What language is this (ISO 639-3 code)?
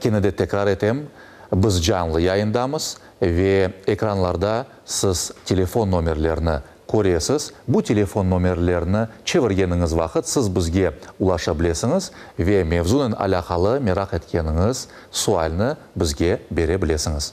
crh